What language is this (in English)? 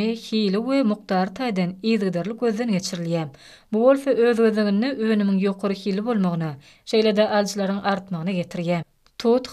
Turkmen